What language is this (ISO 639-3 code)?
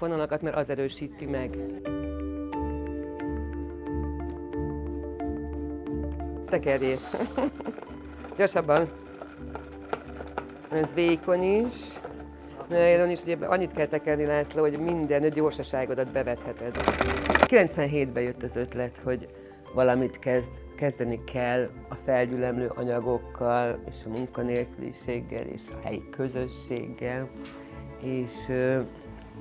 hun